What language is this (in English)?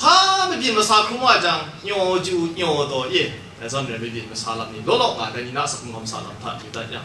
Kachin